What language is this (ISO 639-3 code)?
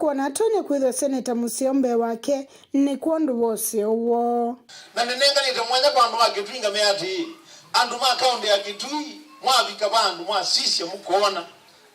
kam